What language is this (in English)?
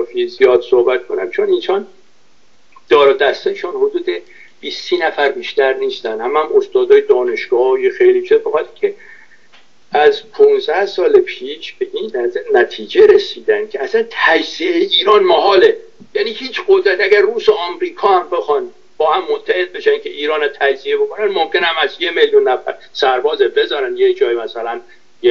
Persian